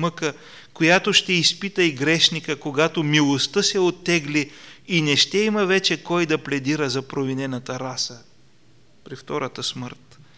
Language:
Bulgarian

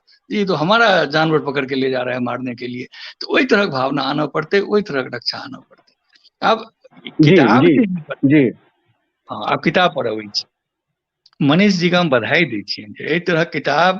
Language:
Maithili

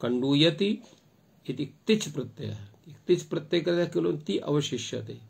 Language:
Sanskrit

